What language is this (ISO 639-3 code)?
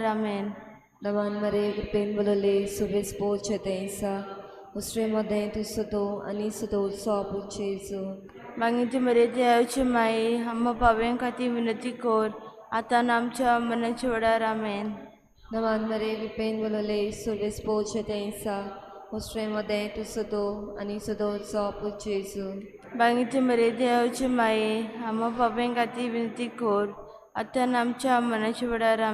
kok